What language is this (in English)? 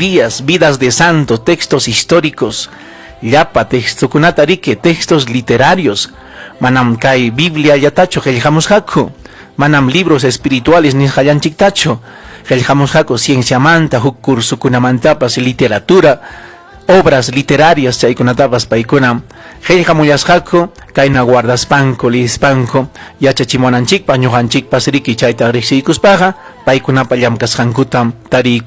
Ayacucho Quechua